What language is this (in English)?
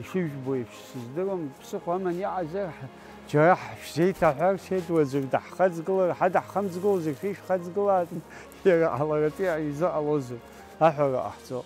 Abkhazian